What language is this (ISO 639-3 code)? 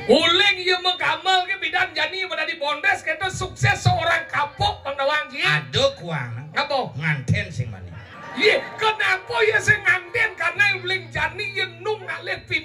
ban